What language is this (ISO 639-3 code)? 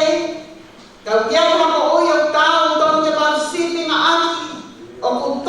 ton